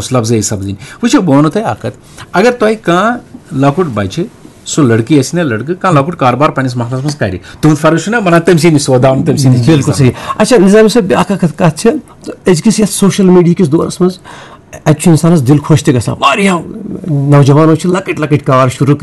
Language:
Kashmiri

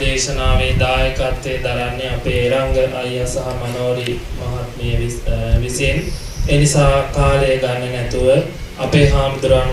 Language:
Sinhala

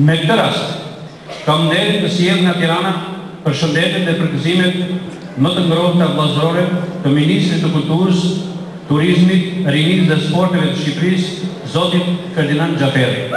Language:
Albanian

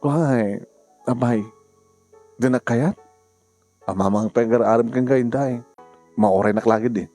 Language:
Iloko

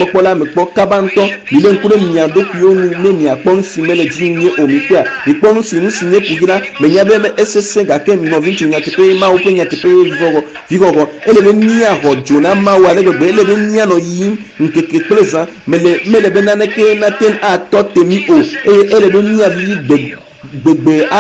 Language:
Ewe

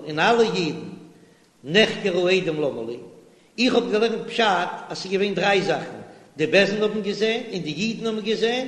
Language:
Yiddish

